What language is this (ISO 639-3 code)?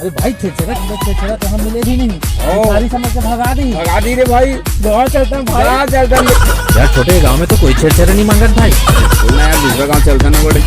hne